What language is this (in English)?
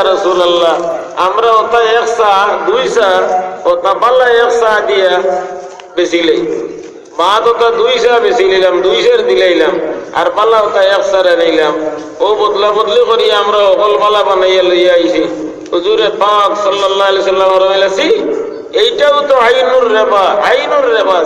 Sylheti